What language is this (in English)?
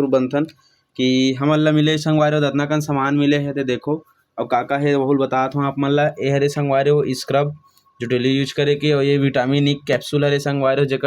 Chhattisgarhi